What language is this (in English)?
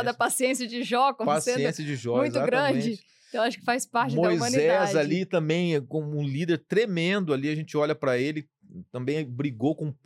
Portuguese